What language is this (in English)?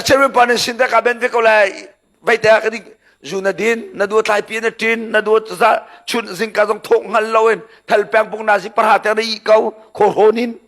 Hakha Chin